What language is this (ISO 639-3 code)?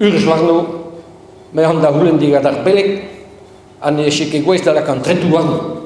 bre